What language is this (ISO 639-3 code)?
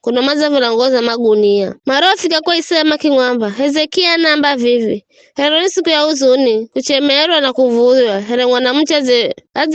nyf